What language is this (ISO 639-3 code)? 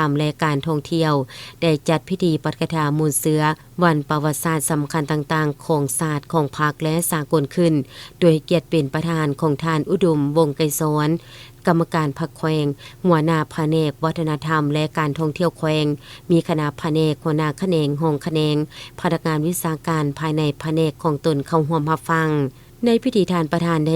lao